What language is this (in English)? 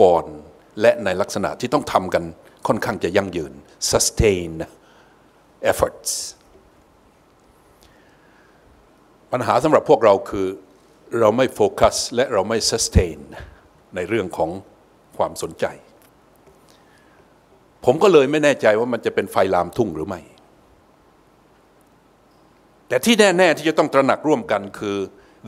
Thai